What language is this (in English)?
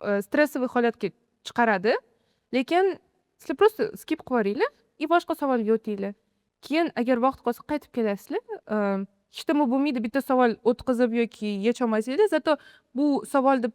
Uzbek